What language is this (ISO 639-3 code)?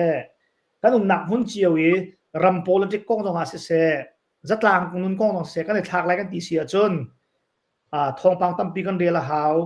cnh